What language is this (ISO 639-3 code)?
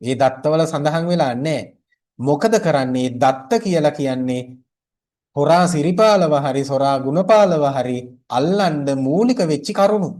sin